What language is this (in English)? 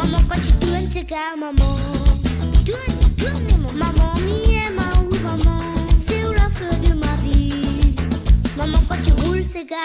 Morisyen